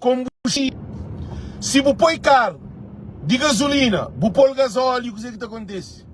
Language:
Kabuverdianu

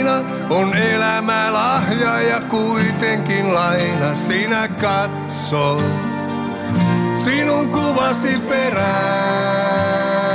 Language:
Finnish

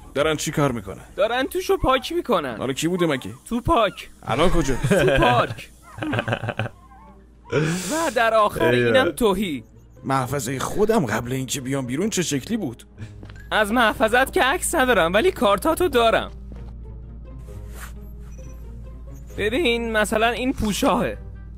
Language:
Persian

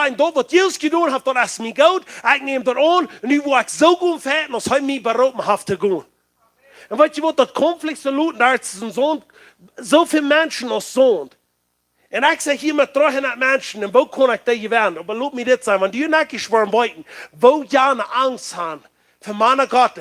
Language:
Plautdietsch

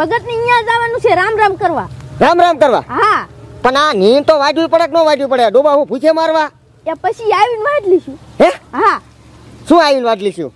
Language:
Gujarati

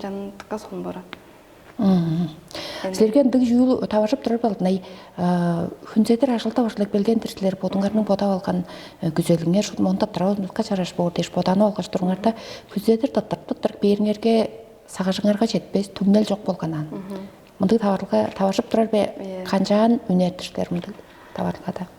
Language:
Tuvinian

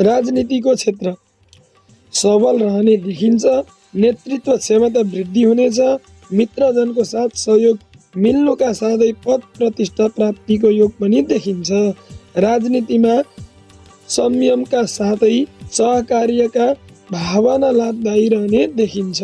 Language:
Nepali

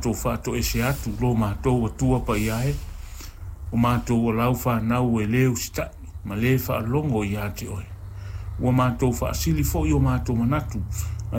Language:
Samoan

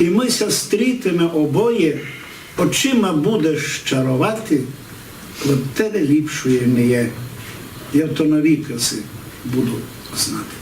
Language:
Rusyn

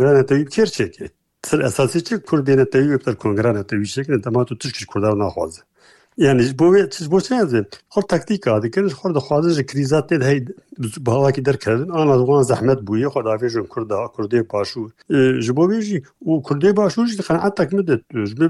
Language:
Kurdish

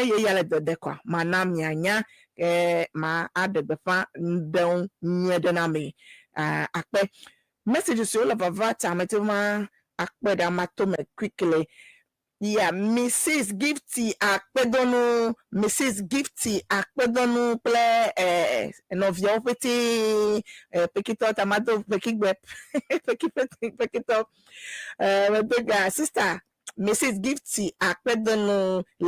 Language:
Ewe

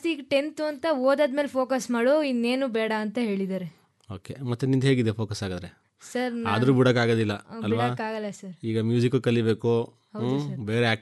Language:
Kannada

